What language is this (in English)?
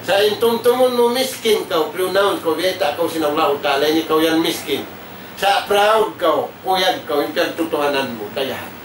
Tausug